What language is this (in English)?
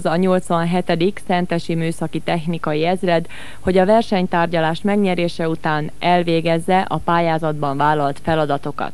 Hungarian